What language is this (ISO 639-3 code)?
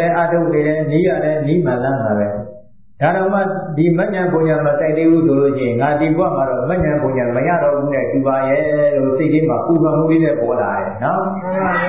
mya